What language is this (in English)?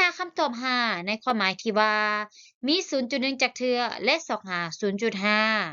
Lao